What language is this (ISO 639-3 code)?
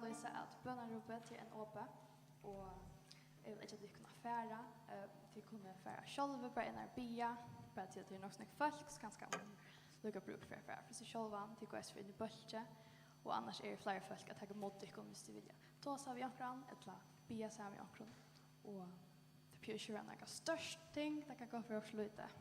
fao